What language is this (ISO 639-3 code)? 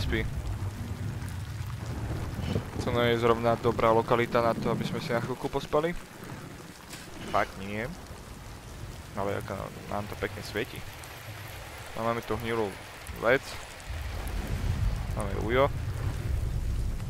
slk